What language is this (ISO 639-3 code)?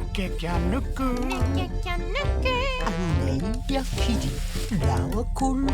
mri